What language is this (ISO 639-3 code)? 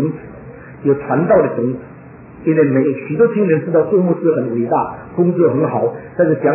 zho